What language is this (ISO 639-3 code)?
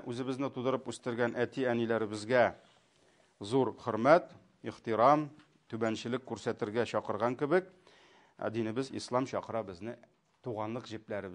tat